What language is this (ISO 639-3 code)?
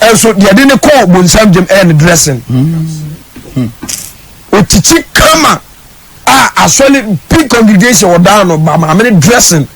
aka